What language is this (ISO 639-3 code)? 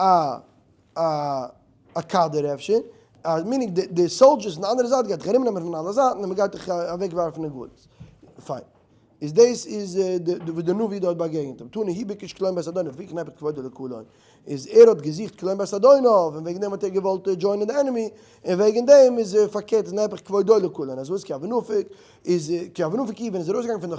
yid